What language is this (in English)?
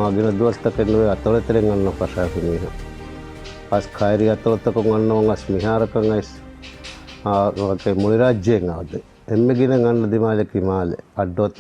Divehi